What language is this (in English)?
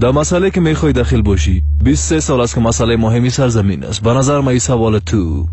Persian